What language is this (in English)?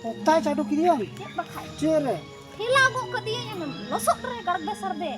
Santali